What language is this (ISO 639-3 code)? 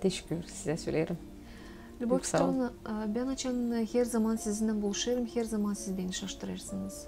gag